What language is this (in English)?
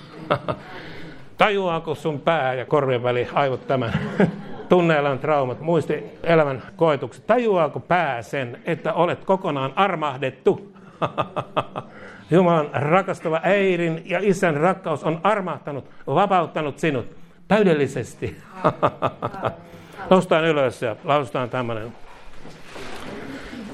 Finnish